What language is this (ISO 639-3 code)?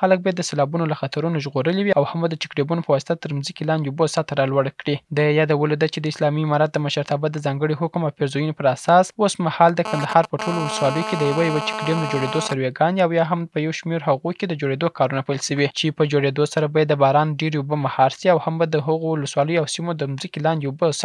pus